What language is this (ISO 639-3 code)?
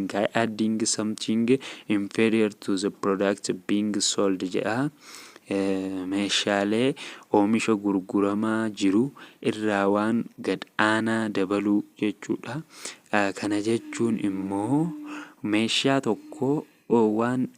orm